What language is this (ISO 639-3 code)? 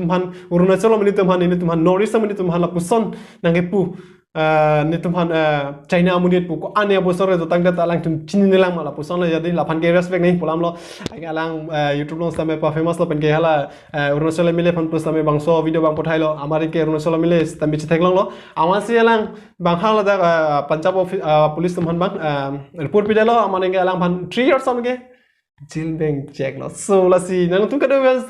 mjw